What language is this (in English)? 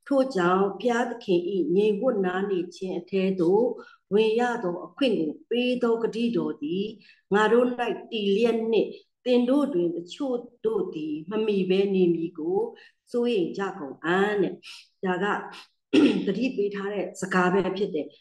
Burmese